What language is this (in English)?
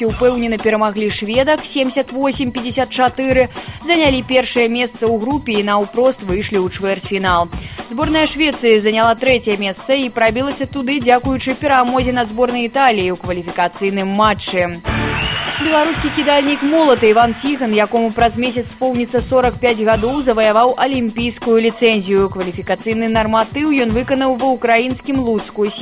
Belarusian